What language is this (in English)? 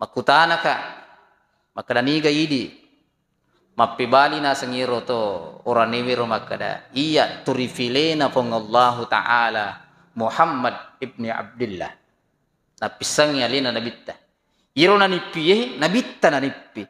Buginese